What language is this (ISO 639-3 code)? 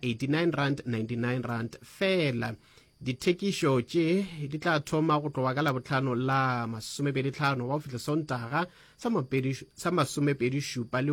nso